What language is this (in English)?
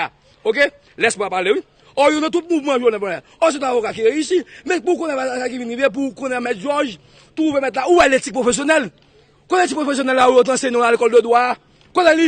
Haitian Creole